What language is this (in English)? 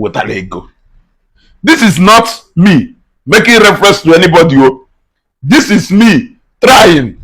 Igbo